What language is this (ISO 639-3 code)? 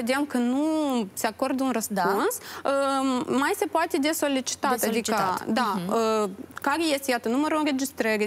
ron